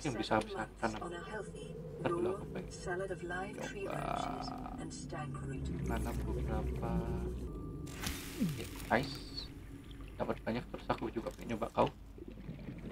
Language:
Indonesian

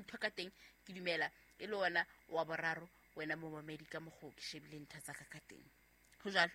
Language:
Southern Sotho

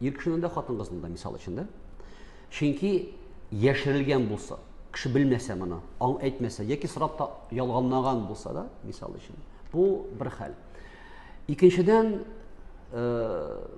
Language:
Tatar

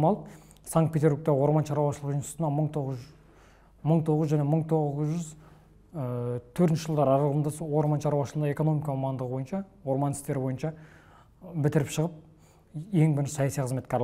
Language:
Kazakh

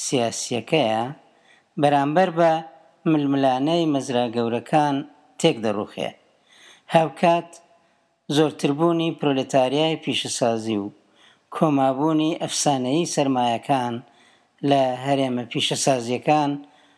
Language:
Central Kurdish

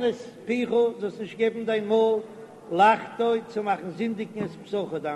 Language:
Yiddish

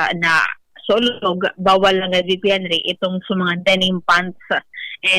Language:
Bikol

